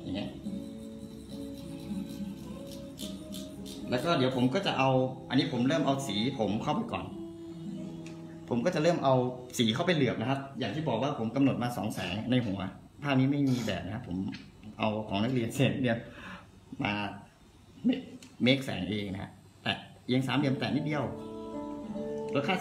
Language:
Thai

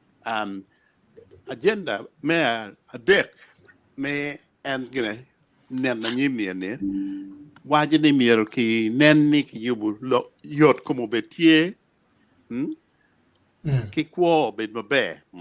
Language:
Acoli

